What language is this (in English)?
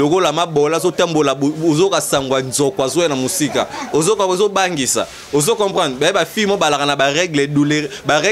Lingala